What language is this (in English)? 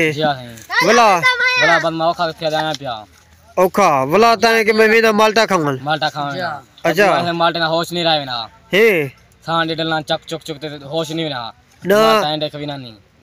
Saraiki